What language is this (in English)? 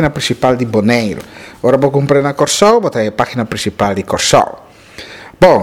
Papiamento